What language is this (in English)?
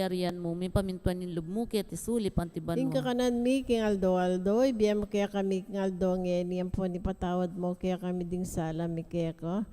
Pampanga